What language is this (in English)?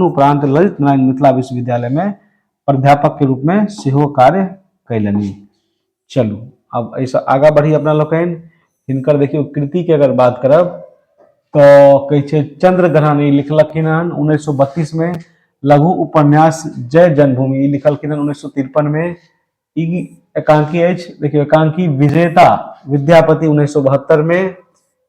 Maithili